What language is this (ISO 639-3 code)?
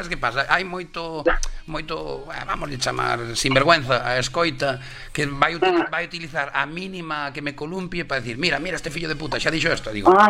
glg